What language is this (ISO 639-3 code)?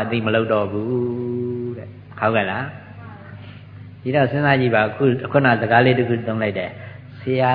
mya